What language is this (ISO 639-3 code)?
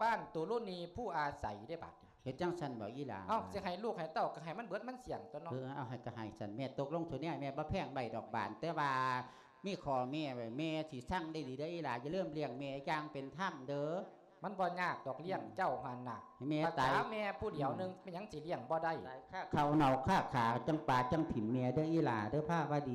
lao